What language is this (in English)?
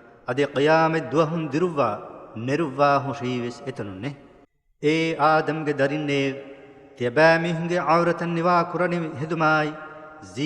Divehi